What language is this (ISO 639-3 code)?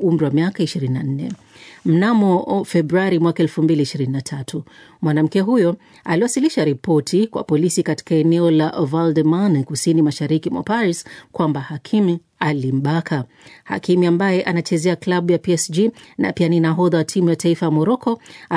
swa